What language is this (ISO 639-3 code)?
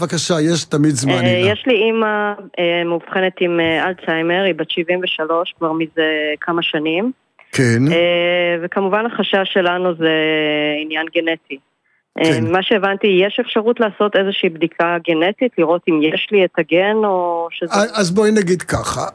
heb